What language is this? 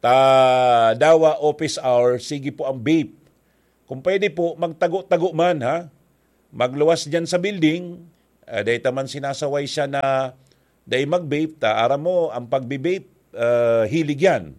Bikol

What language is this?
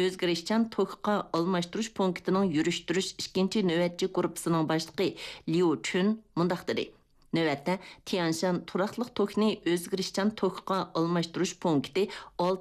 Uyghur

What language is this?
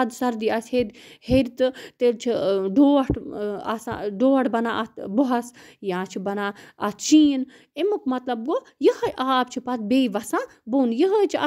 Kashmiri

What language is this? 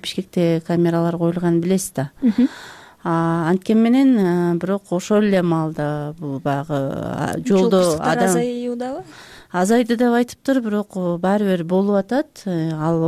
Kyrgyz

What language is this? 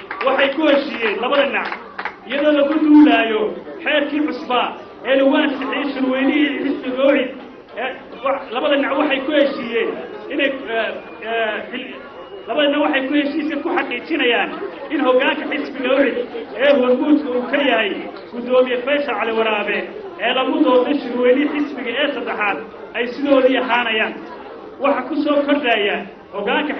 Somali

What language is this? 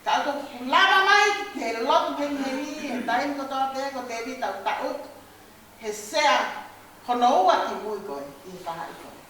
Tongan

